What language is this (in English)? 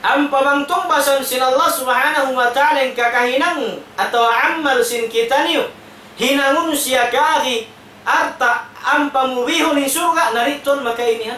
Tausug